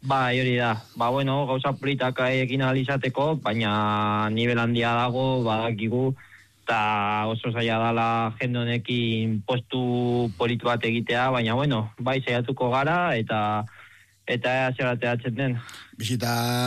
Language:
Basque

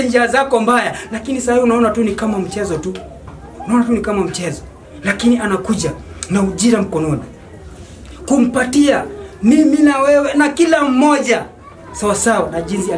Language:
Swahili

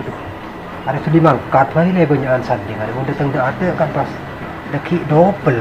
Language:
Madurese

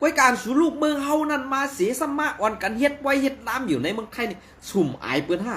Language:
Shan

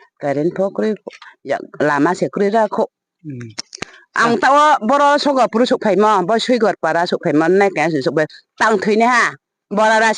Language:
Riang (India)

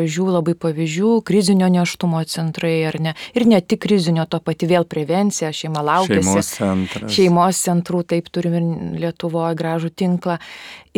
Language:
Lithuanian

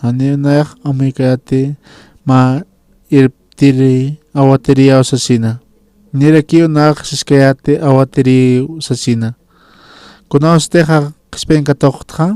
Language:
Aymara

